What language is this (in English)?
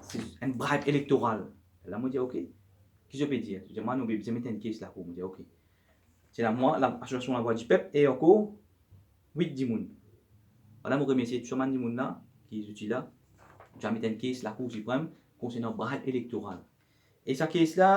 Morisyen